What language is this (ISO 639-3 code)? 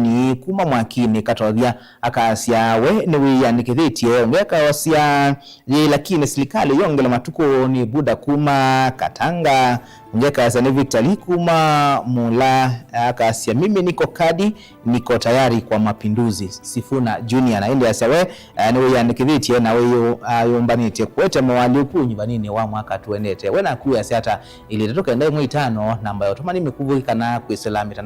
kam